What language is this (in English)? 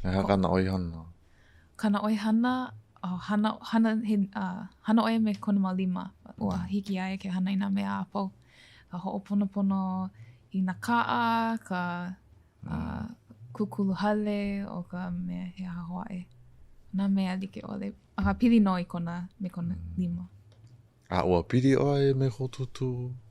Hawaiian